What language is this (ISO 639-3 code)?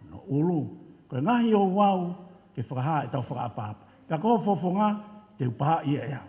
ton